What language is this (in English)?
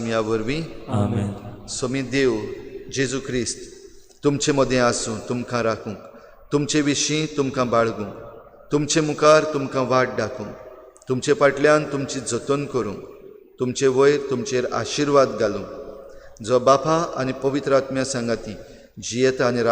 Konkani